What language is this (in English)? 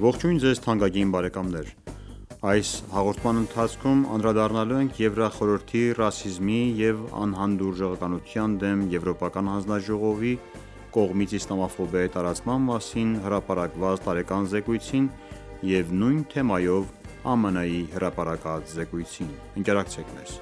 Armenian